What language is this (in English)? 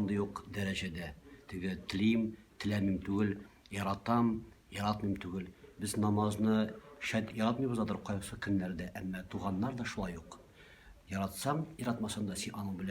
Tatar